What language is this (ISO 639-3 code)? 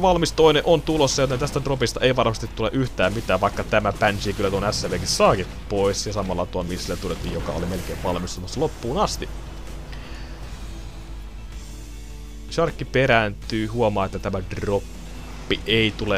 fin